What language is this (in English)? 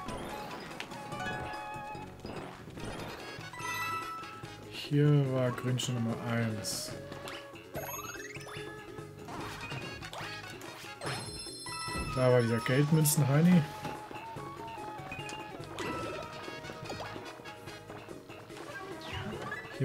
German